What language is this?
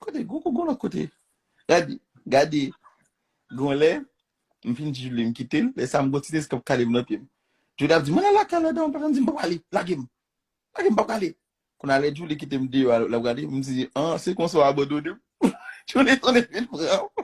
Haitian Creole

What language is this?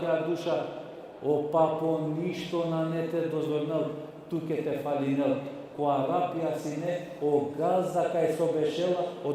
Balkan Romani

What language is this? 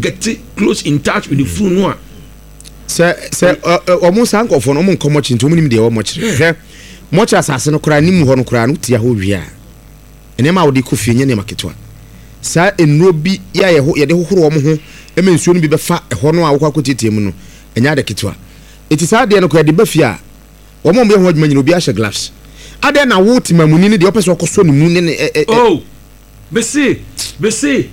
Akan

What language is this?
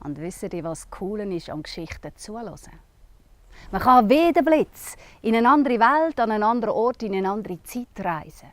Swiss German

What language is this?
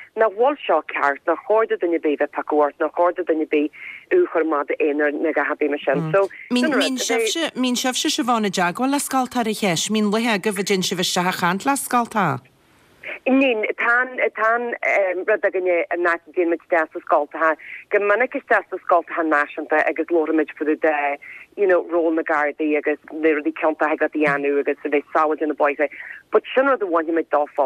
Irish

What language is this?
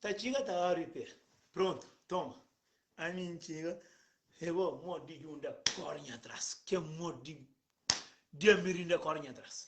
Kabuverdianu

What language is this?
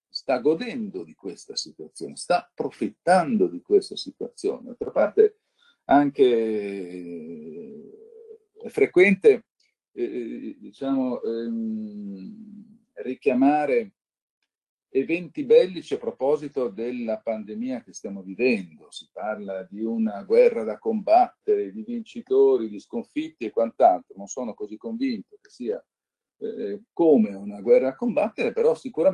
Italian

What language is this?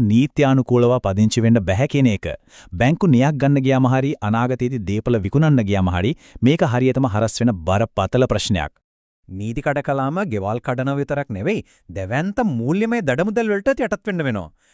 Sinhala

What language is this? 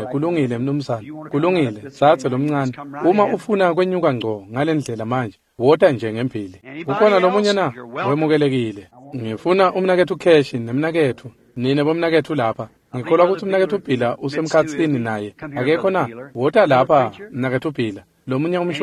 Swati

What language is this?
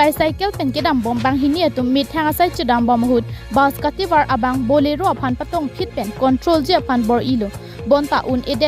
Karbi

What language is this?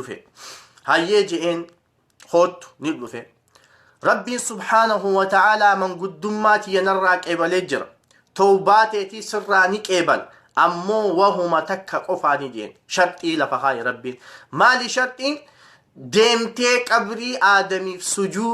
Oromo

